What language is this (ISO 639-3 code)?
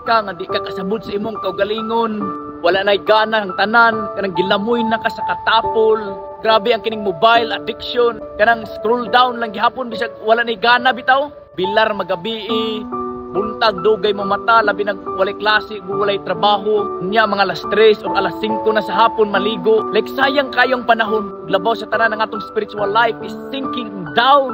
ceb